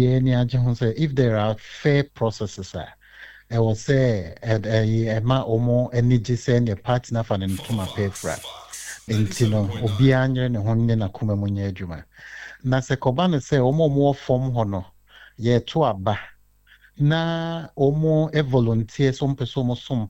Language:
Akan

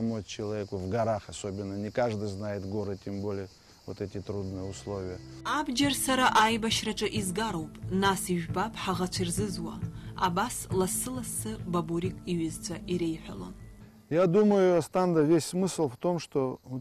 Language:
Abkhazian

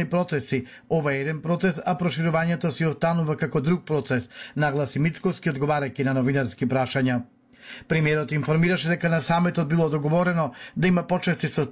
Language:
Macedonian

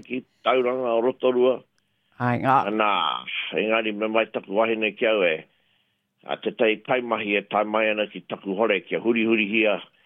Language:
Māori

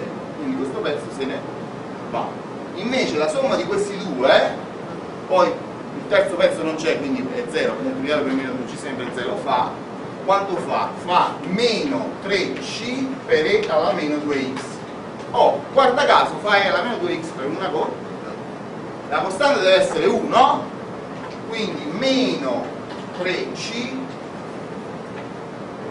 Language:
Italian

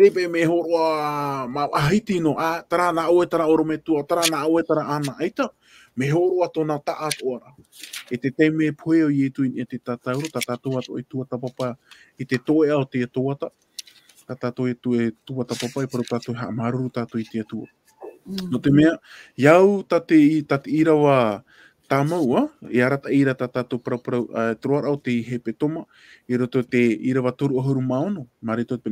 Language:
Tahitian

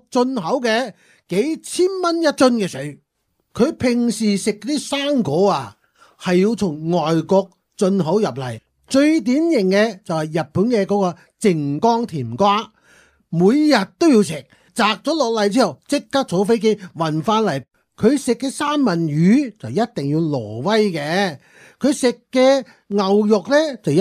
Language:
Cantonese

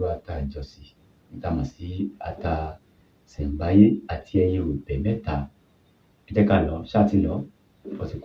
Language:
Yoruba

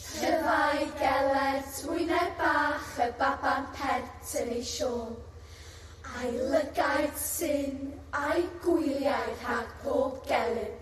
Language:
Welsh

